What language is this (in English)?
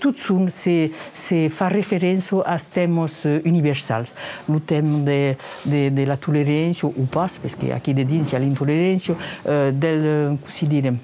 Occitan